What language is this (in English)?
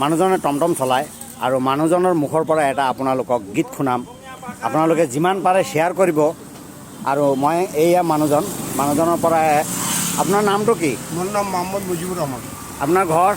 Assamese